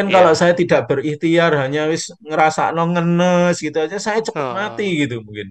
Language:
Indonesian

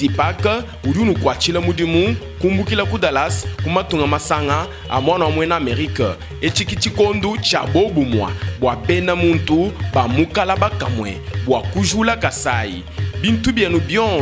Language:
Luba-Lulua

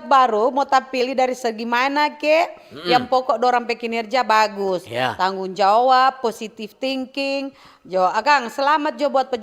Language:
Manado Malay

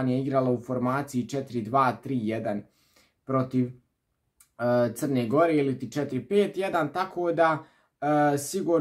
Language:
Serbian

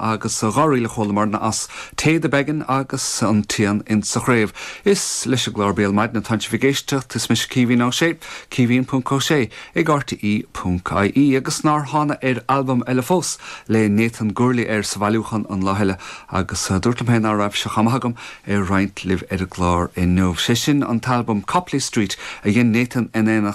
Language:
Irish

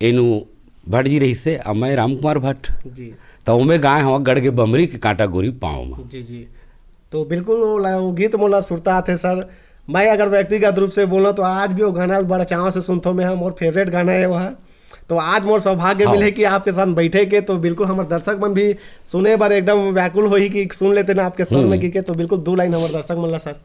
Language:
Chhattisgarhi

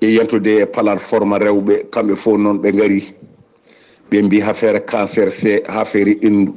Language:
Fula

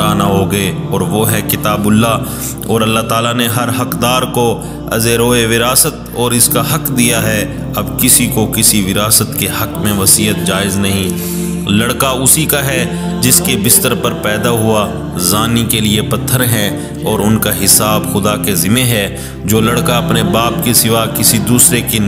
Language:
Urdu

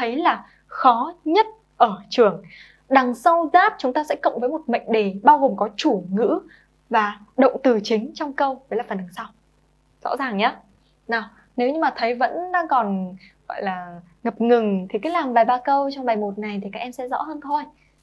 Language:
Vietnamese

